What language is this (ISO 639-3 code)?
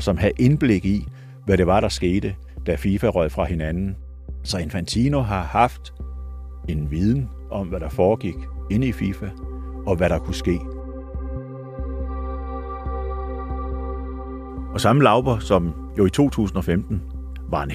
dan